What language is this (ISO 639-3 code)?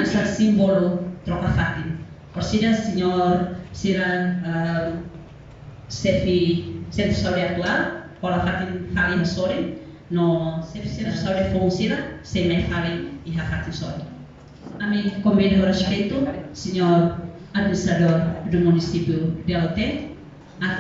tet